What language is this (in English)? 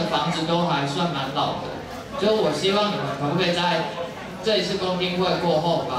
Chinese